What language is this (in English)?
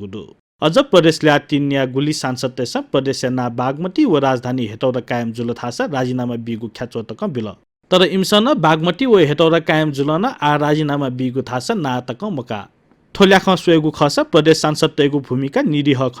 Newari